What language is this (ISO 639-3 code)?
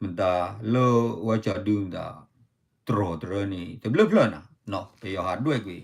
ksw